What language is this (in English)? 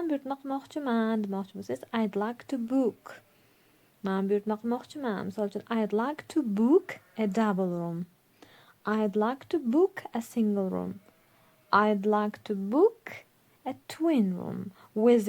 Uzbek